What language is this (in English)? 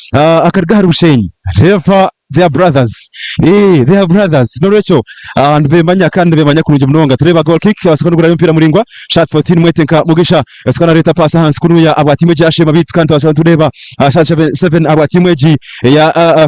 Nyankole